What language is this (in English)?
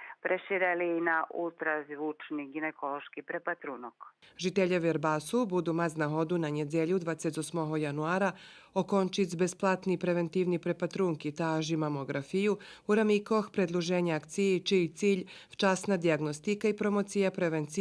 Rusyn